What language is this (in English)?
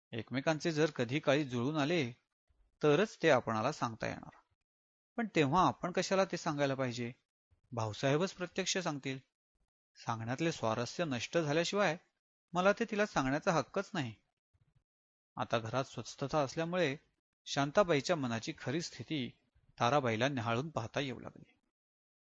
Marathi